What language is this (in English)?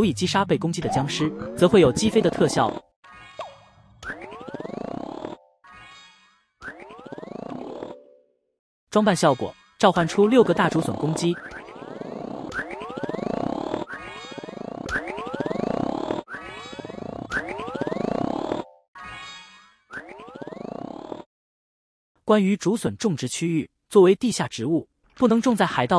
Chinese